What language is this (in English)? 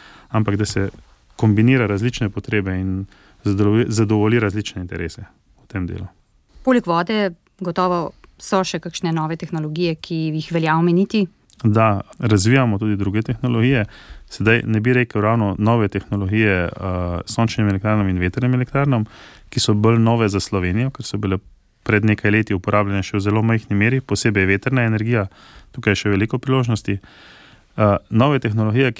Slovenian